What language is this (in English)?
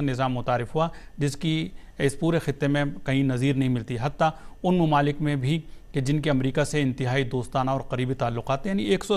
Urdu